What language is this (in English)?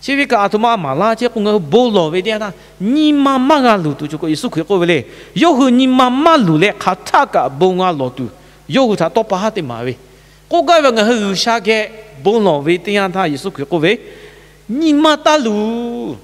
Lahu